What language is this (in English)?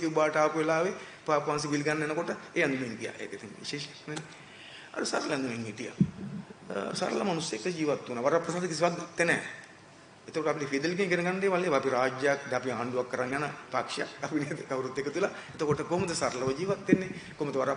Sinhala